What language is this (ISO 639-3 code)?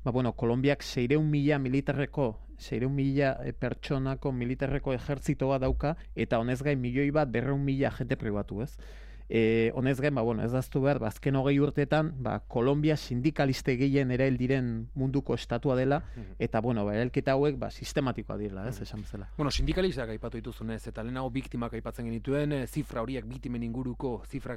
eus